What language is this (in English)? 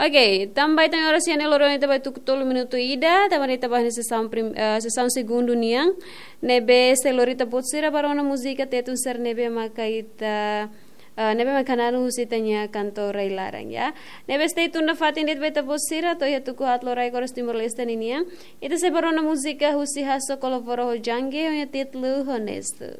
Tetum